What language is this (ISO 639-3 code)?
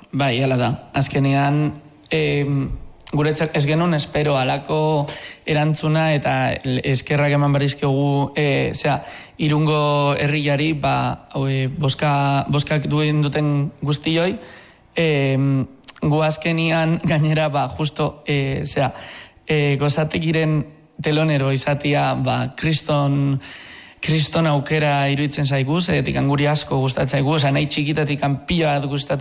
eus